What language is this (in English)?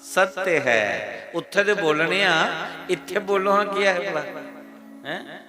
Dogri